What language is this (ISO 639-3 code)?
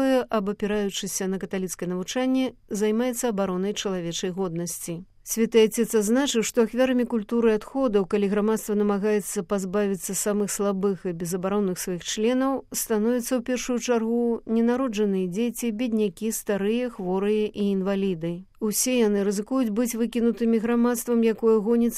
bel